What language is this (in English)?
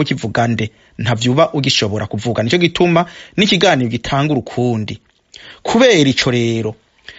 Rundi